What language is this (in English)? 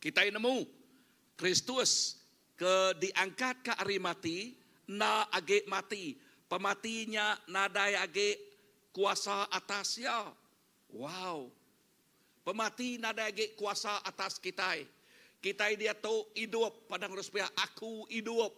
Iban